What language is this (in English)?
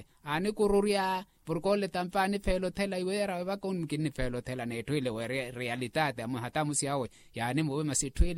Makhuwa